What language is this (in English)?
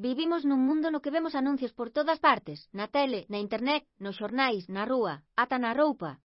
Galician